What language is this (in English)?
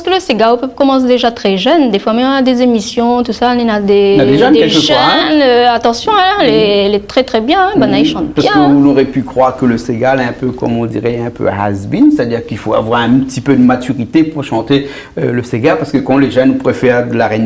Réunion Creole French